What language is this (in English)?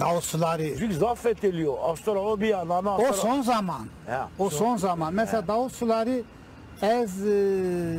Zaza